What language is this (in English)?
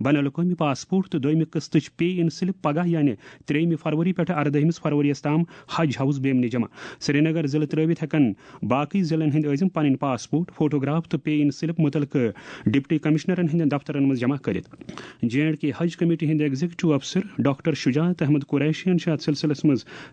Kashmiri